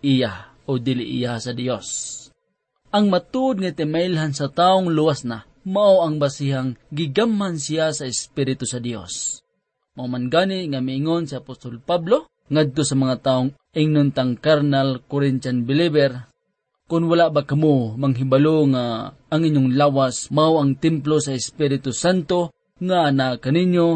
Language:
Cebuano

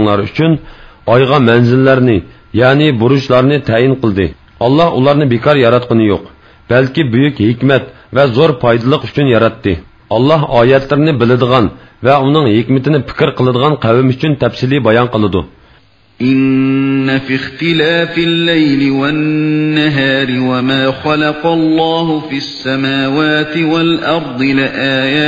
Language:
Uyghur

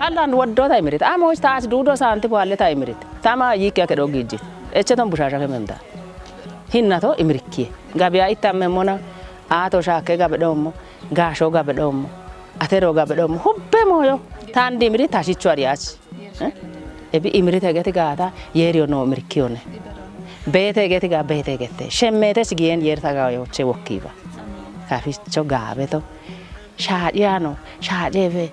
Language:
Kafa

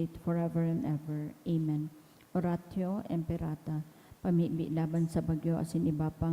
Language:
Bikol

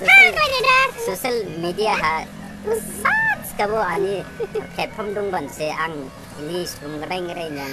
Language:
Dimasa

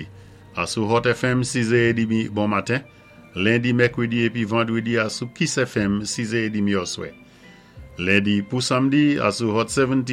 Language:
Saint Lucian Creole French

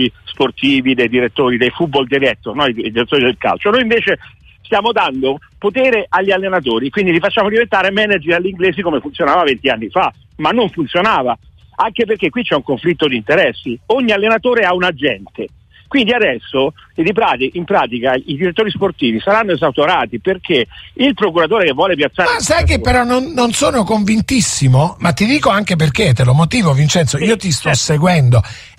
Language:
Italian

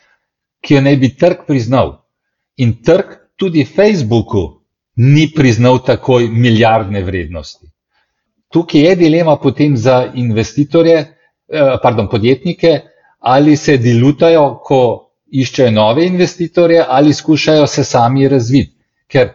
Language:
Slovenian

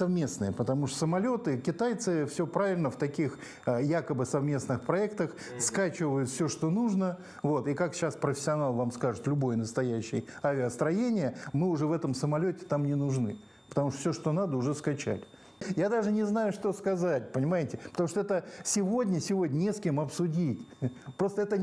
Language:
Russian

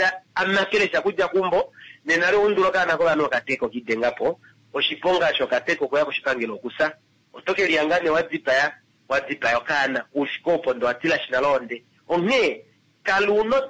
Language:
Kuanyama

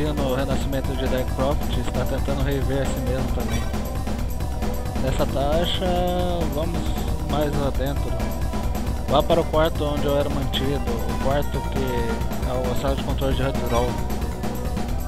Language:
Portuguese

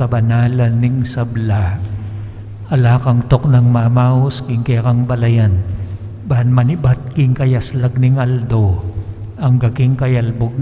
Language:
Pampanga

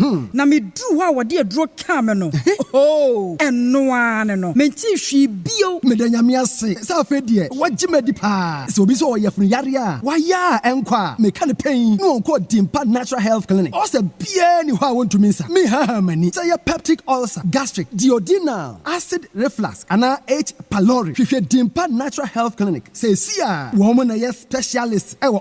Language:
Akan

